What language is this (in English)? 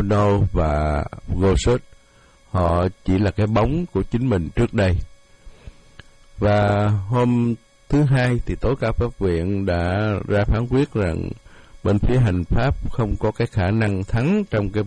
Vietnamese